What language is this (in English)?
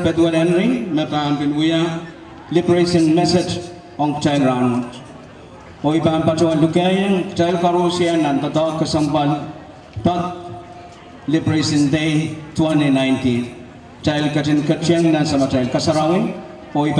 Pohnpeian